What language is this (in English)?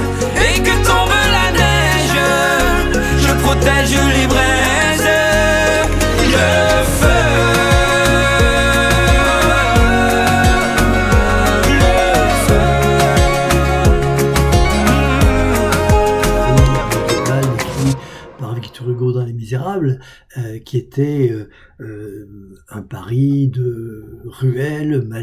French